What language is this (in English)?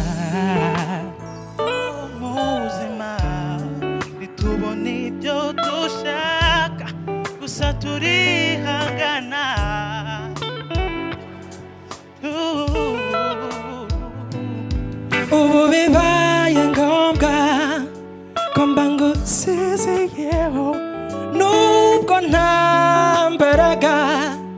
Kinyarwanda